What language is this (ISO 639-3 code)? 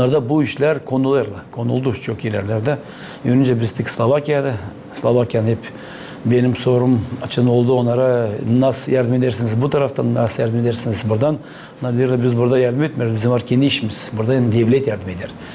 gag